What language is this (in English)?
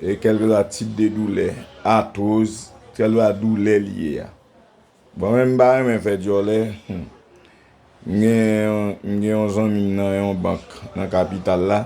Haitian Creole